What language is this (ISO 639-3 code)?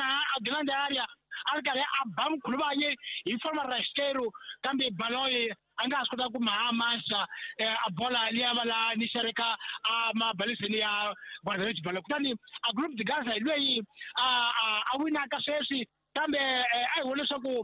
tso